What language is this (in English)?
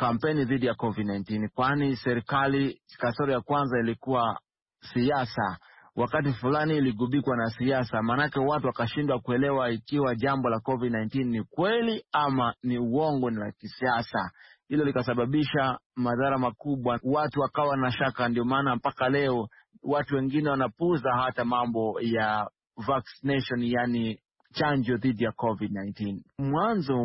Swahili